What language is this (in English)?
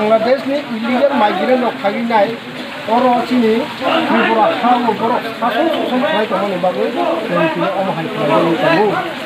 Kok Borok